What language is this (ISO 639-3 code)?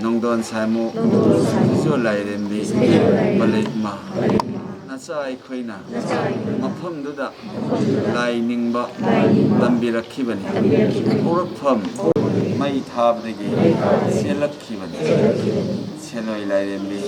mni